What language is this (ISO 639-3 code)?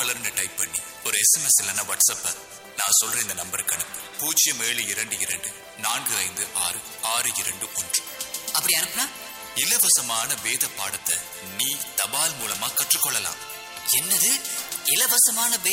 tam